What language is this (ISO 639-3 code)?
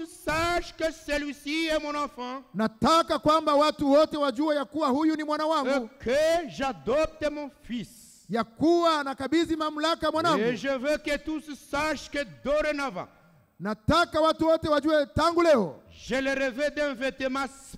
swa